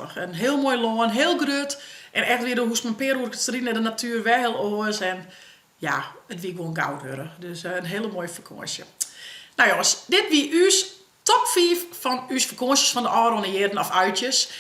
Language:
Western Frisian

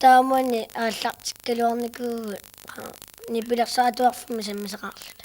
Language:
Kalaallisut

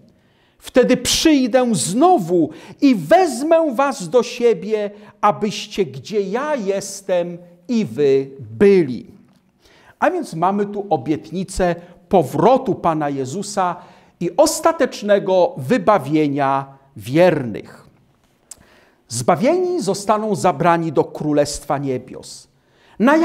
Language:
Polish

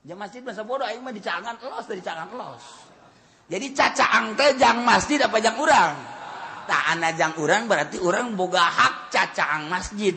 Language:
Sundanese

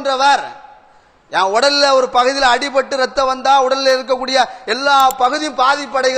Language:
Tamil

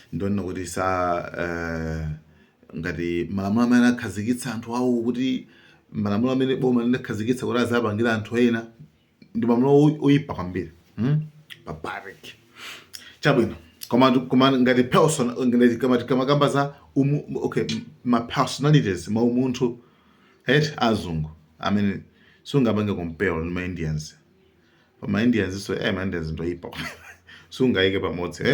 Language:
Nyanja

